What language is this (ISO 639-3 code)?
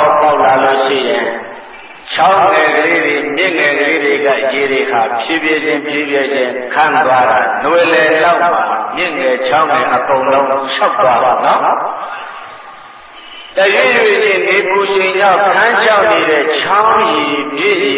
mya